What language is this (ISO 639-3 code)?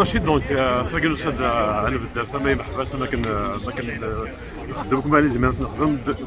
kab